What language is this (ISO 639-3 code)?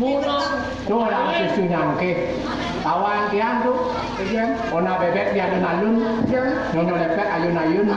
ban